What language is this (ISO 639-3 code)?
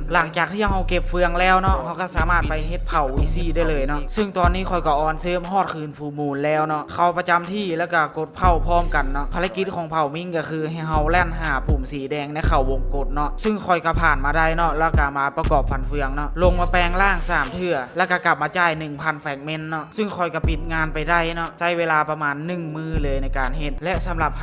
lao